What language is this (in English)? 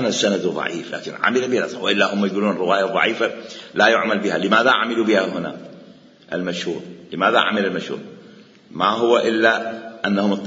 Mesopotamian Arabic